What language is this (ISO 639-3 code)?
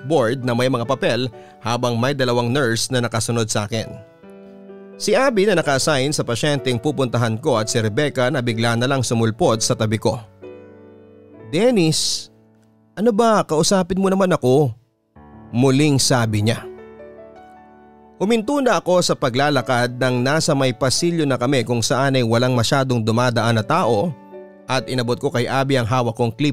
fil